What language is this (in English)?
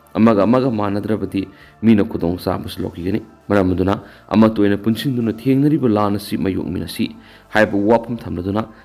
Manipuri